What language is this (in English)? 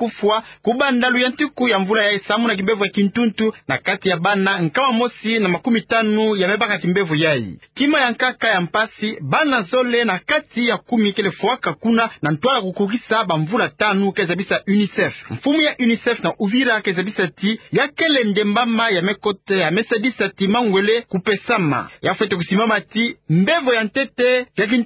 Kituba (Democratic Republic of Congo)